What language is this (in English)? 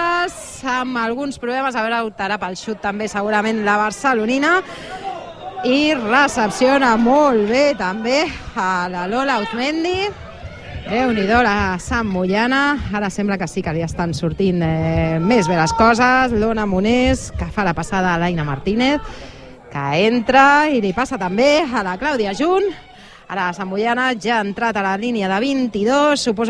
Catalan